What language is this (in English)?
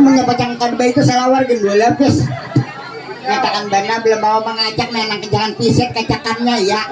Banjar